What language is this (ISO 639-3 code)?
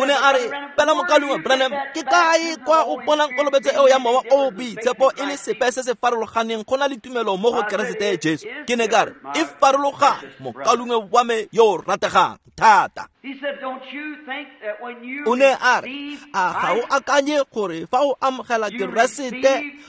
tsn